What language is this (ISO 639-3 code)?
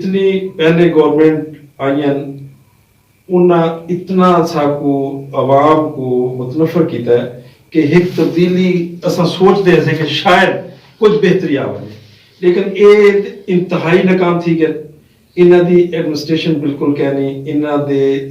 skr